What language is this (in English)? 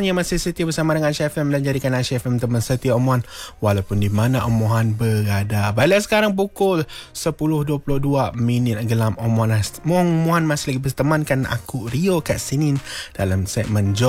Malay